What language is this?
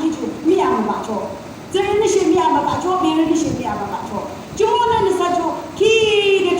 Yimchungru Naga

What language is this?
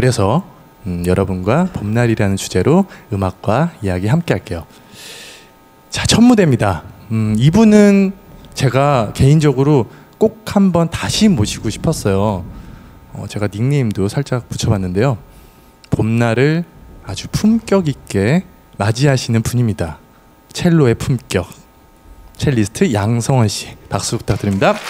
Korean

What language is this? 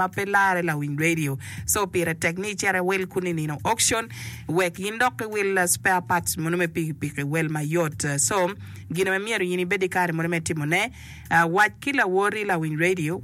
Acoli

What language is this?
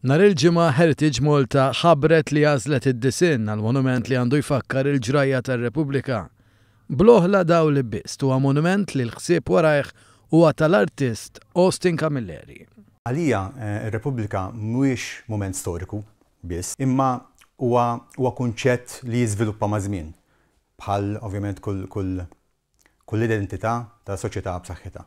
Maltese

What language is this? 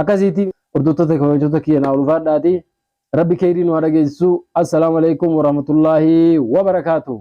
Oromo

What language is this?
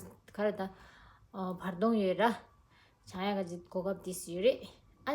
Tibetan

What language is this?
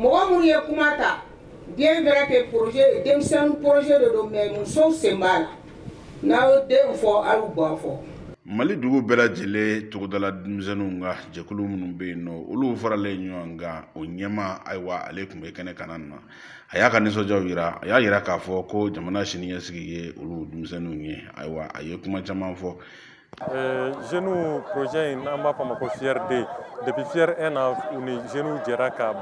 Bambara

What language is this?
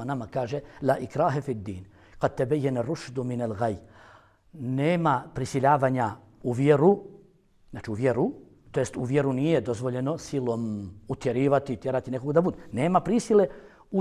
Bosnian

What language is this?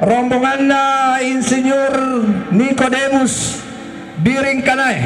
Toraja-Sa'dan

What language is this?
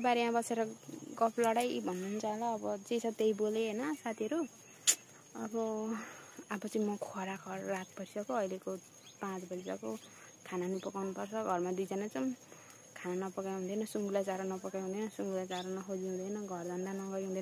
Nepali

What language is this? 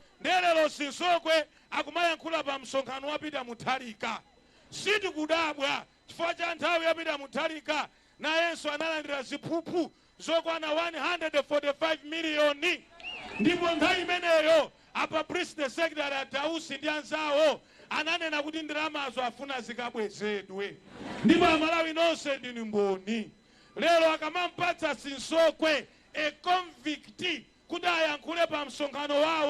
Nyanja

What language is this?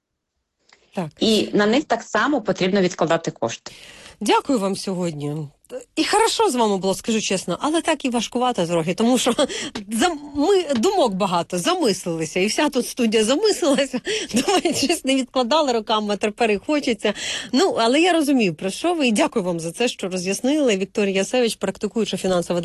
Ukrainian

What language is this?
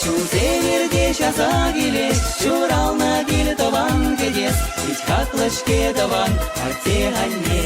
Chuvash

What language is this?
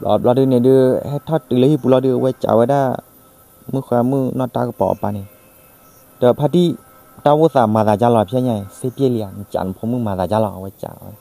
S'gaw Karen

